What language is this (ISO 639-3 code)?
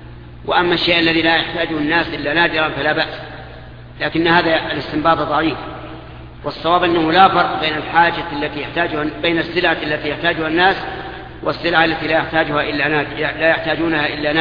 ara